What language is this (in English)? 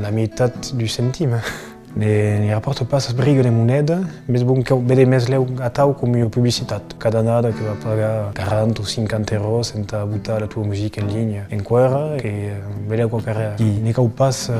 Occitan